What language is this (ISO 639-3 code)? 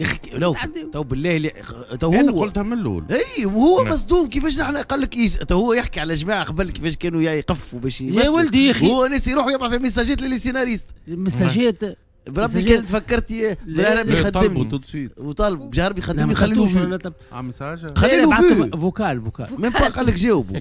aeb